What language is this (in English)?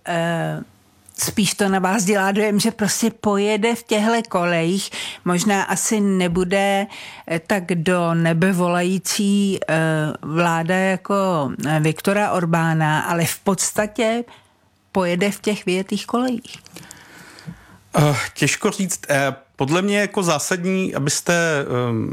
Czech